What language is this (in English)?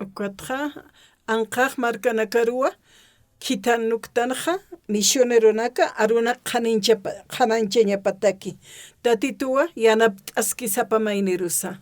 Aymara